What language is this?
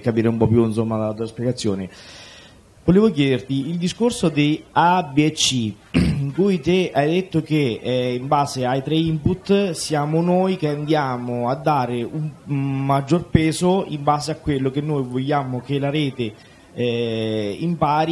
Italian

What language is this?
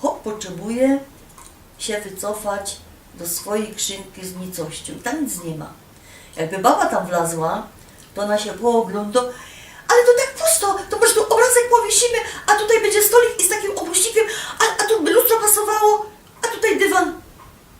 Silesian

